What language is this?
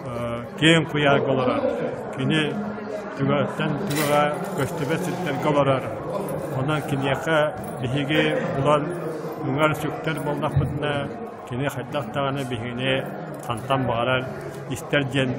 Yakut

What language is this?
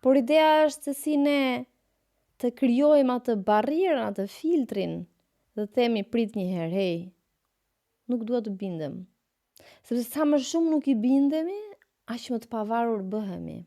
Albanian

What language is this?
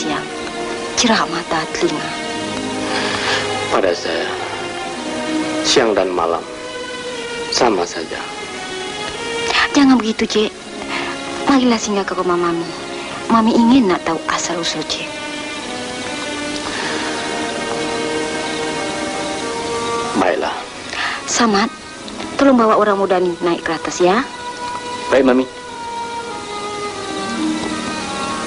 Malay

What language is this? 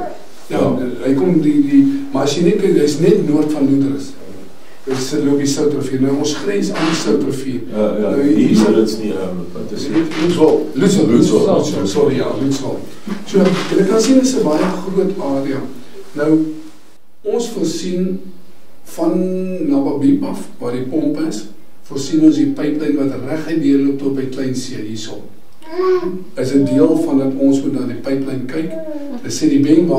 Afrikaans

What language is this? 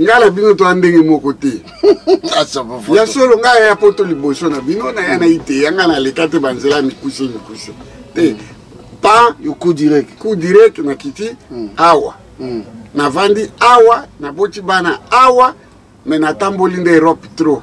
Lingala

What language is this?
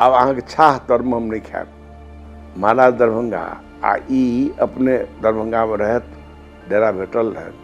Maithili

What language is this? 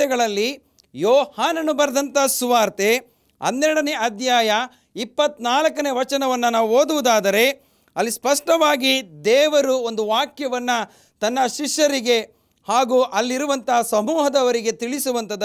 Kannada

